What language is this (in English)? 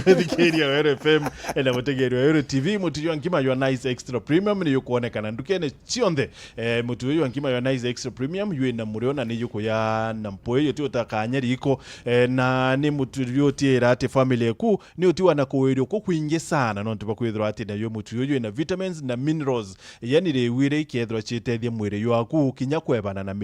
Meru